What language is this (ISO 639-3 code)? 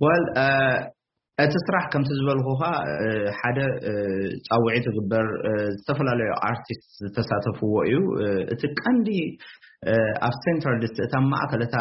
tir